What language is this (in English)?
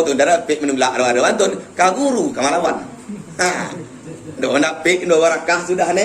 Minangkabau